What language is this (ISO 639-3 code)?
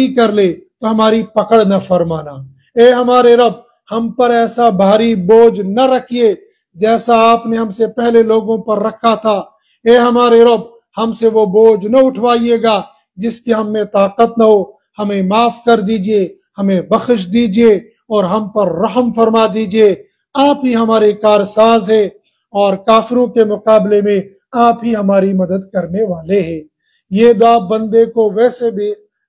urd